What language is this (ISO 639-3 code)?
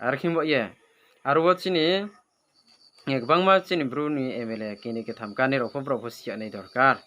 ria